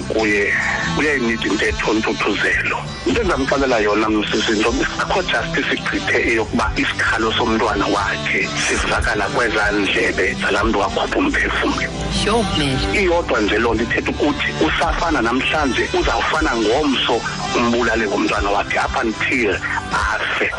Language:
Xhosa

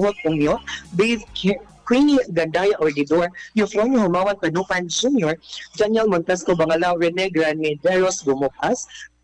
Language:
Filipino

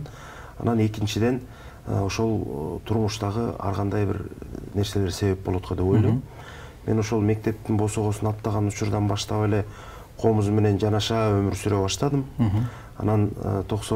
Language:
Kyrgyz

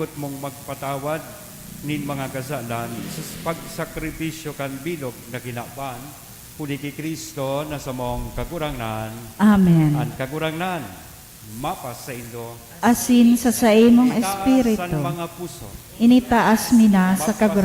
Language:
Bikol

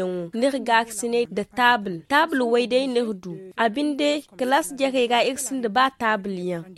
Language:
Zarma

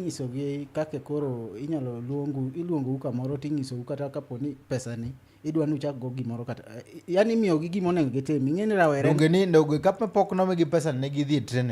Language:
Luo (Kenya and Tanzania)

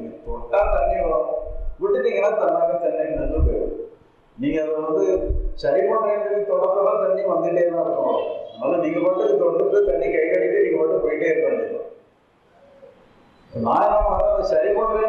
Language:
Tamil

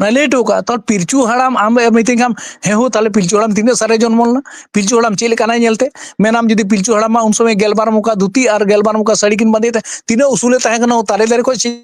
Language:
Santali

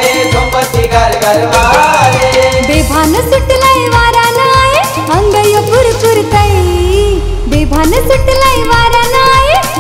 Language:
Marathi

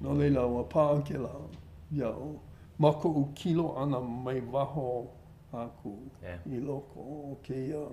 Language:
Hawaiian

